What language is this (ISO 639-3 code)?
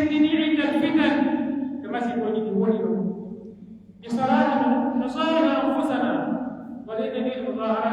fuf